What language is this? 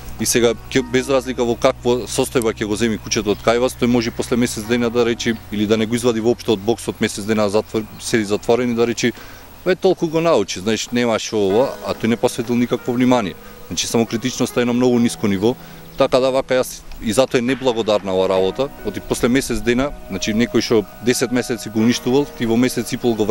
Macedonian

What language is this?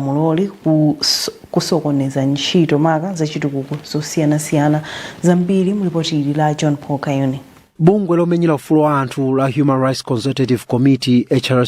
Nyanja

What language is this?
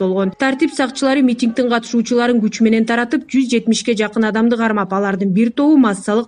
Kyrgyz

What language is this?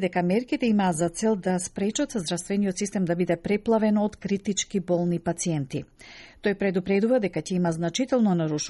Macedonian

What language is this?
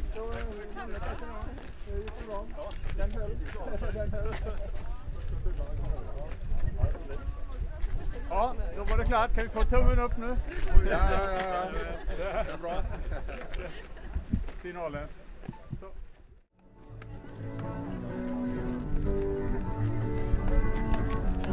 Swedish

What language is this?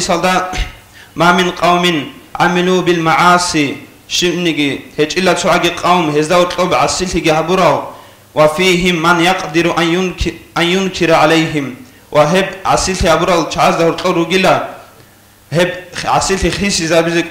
Avaric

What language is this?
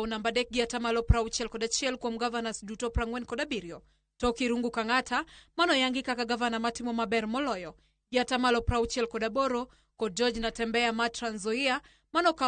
Luo (Kenya and Tanzania)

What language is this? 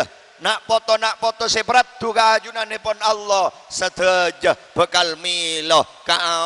Madurese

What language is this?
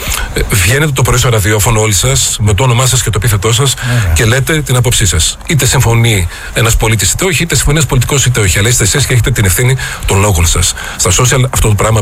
Greek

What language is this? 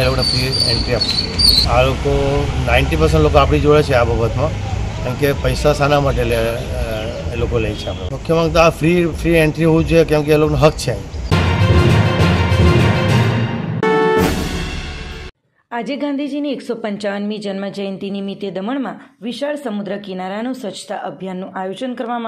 Gujarati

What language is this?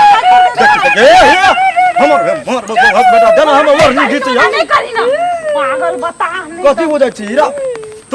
Maithili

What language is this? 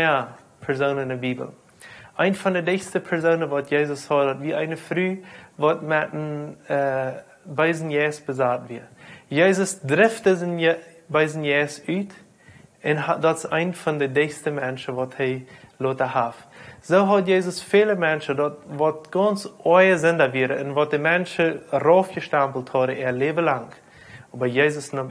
Plautdietsch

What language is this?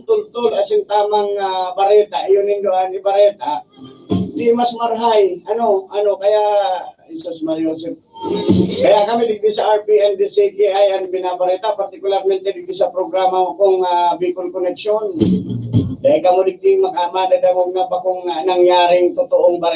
Bikol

